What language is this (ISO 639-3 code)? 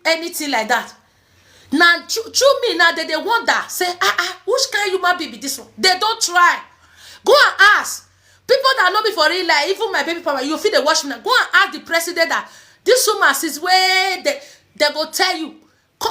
pcm